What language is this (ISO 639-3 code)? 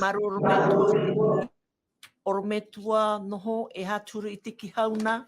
tah